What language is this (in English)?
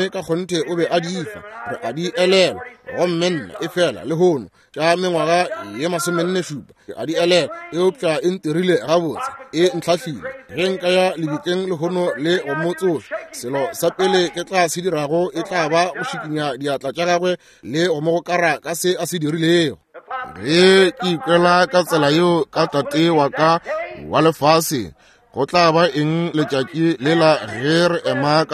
Northern Sotho